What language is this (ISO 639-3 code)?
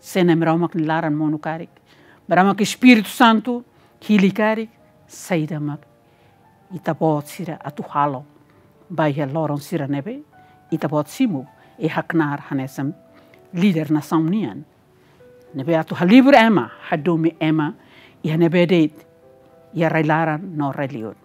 tet